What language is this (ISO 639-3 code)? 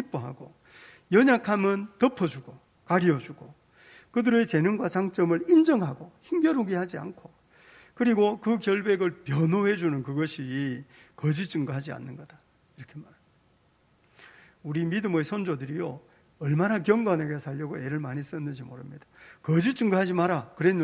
kor